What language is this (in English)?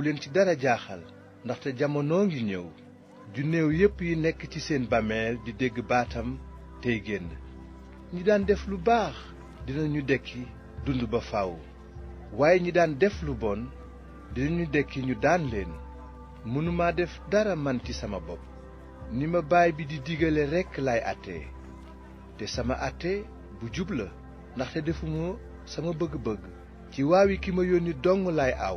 Wolof